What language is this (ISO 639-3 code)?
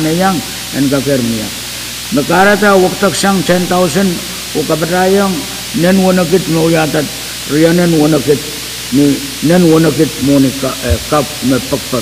pon